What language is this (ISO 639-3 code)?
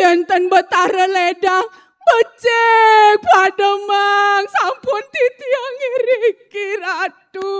ban